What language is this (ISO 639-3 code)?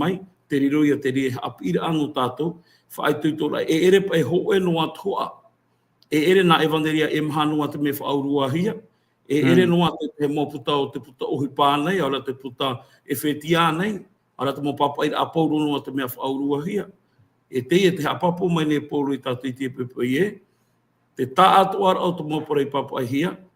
tah